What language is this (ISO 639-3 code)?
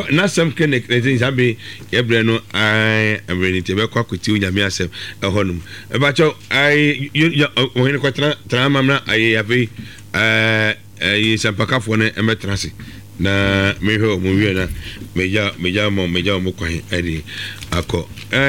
aka